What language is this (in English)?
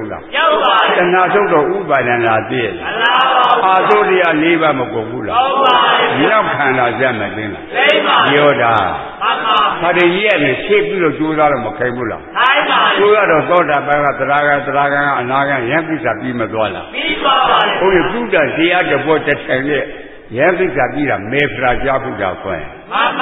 Burmese